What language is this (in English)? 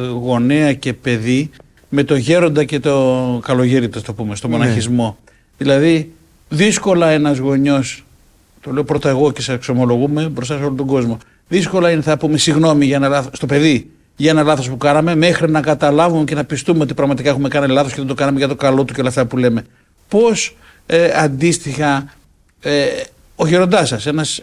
Greek